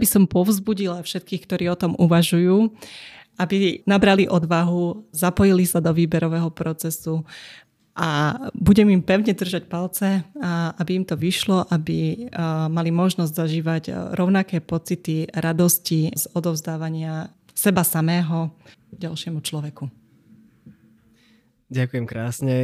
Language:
Slovak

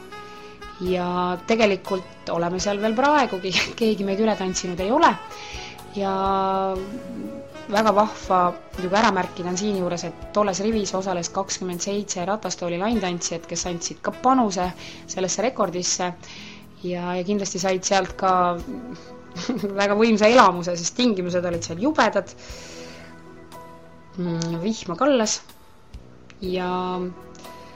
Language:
Estonian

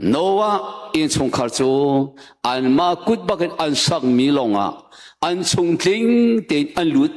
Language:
Hakha Chin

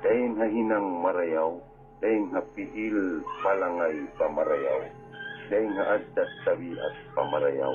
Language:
Tausug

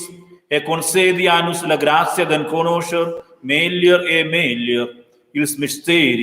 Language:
Romansh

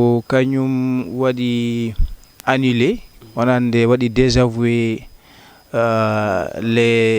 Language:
Fula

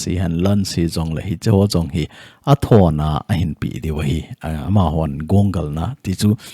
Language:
Thado Chin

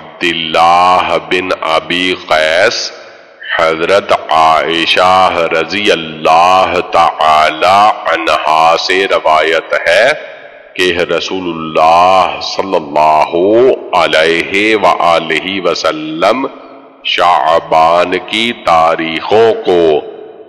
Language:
Urdu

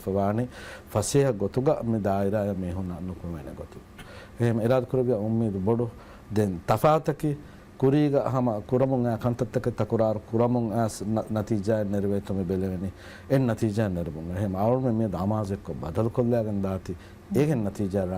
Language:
Divehi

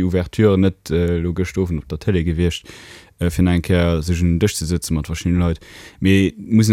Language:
Luxembourgish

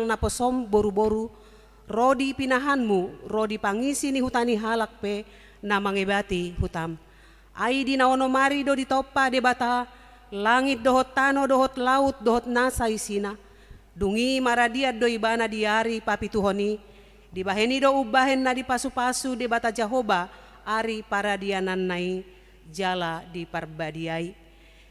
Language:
Batak Toba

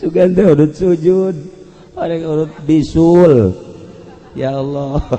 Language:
Sundanese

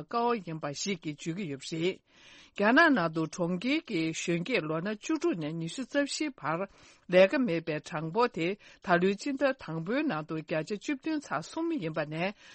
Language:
Tibetan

